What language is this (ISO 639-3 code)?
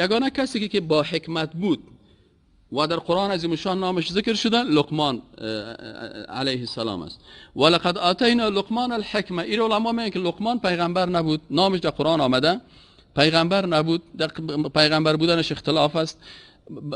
fas